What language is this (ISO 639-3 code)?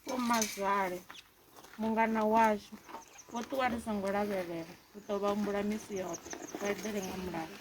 ven